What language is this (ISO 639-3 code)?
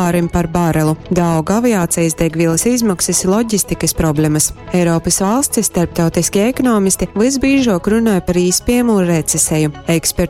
ltg